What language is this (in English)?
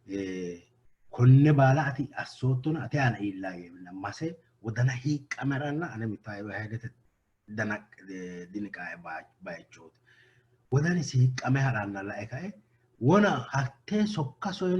Sidamo